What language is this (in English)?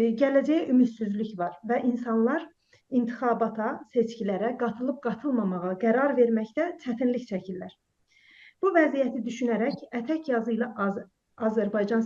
South Azerbaijani